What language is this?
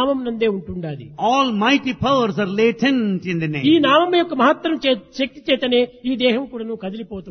Telugu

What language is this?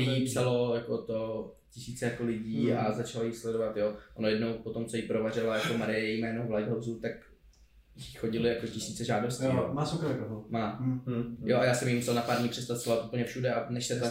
Czech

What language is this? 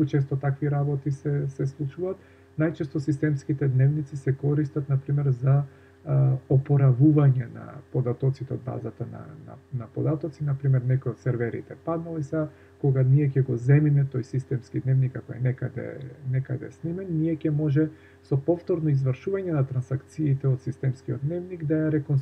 Macedonian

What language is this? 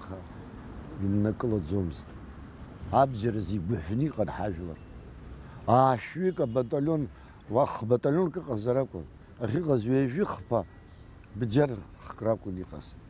Abkhazian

